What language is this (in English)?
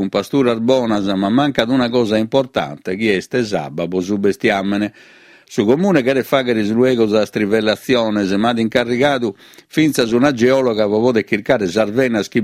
Sardinian